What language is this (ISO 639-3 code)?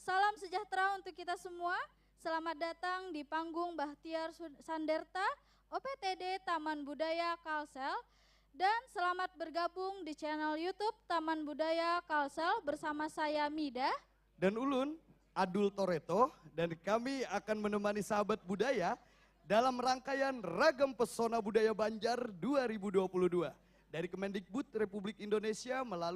bjn